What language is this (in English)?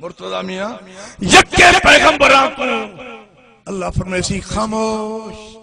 Saraiki